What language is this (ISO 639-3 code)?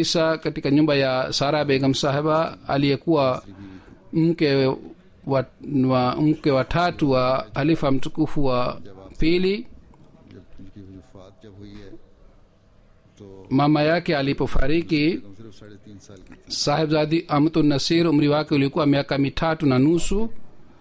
swa